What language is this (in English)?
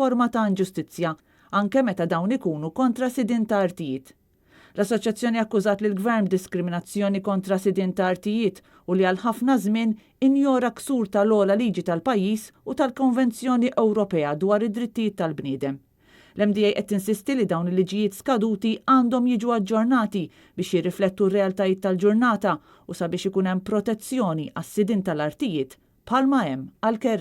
Maltese